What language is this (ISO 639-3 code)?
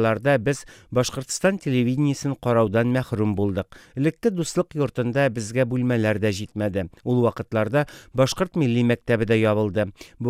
tat